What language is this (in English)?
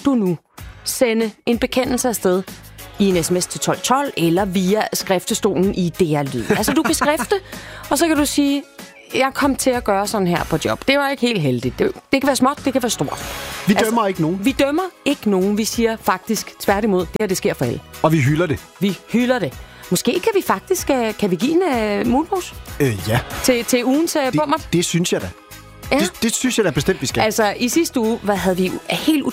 Danish